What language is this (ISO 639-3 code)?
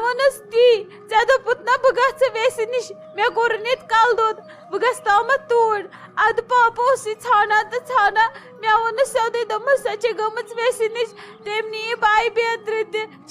kas